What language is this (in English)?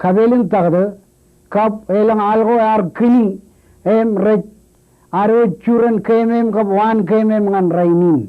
Marshallese